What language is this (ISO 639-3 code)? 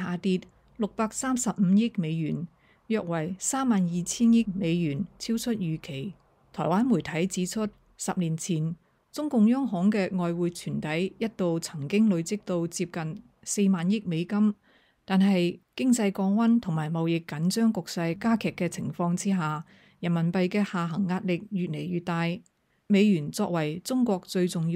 yue